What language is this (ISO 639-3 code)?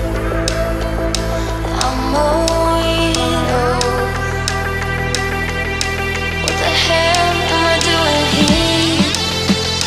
eng